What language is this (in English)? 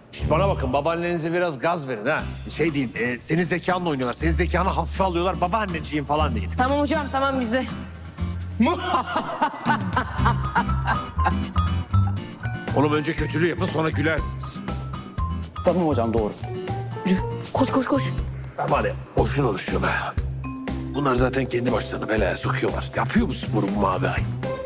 Turkish